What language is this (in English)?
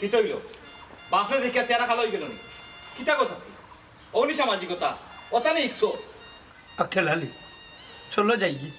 Sylheti